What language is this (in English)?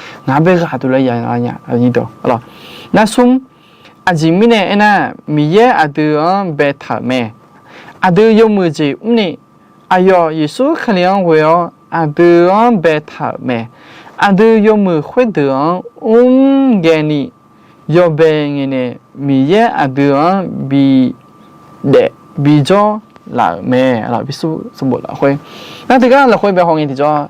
Akha